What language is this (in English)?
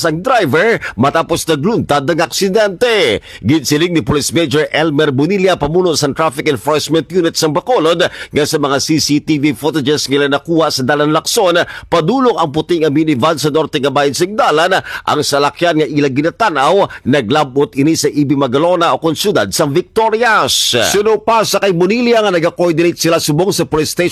Hiligaynon